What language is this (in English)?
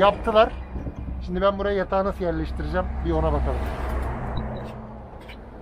Turkish